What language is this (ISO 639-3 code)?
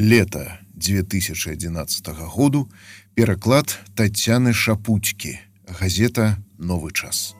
bel